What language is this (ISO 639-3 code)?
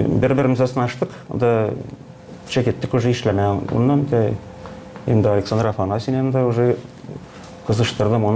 gag